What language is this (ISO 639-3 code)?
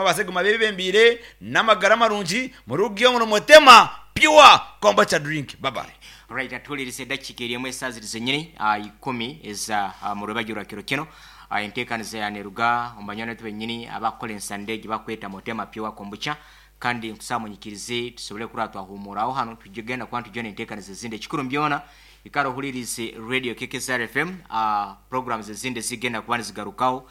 nyn